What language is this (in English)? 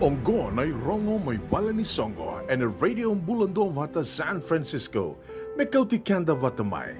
Fijian